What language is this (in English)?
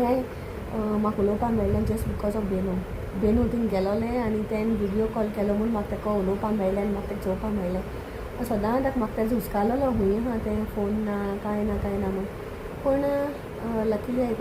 Konkani